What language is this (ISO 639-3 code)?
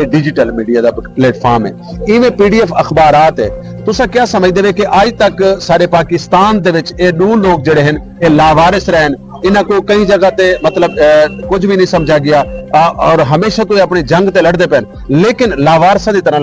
skr